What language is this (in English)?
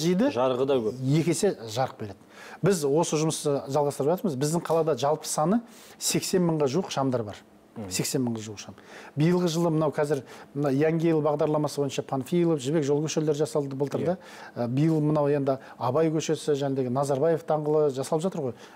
Kazakh